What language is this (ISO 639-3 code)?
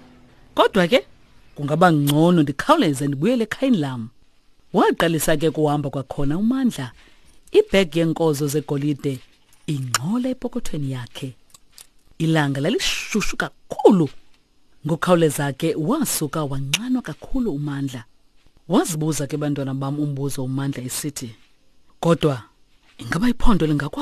xho